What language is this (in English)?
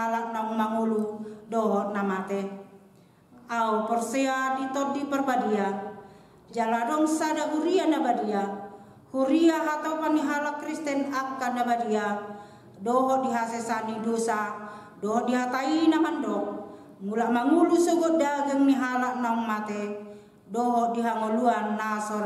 Batak Toba